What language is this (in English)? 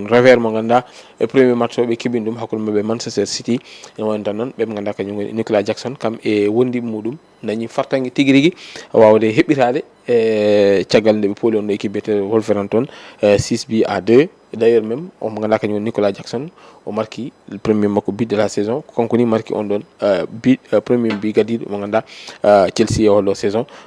Fula